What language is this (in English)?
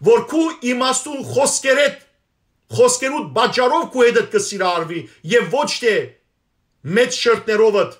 Western Armenian